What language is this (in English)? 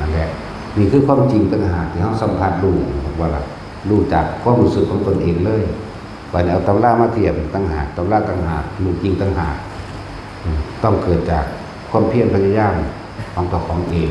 Northeastern Thai